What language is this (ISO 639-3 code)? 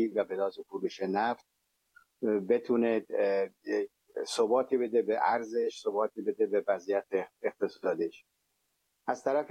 fas